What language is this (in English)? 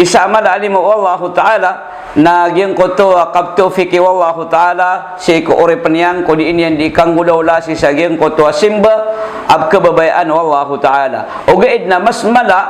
Maranao